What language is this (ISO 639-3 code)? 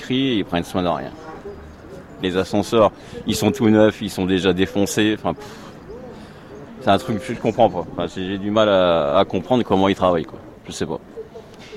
fra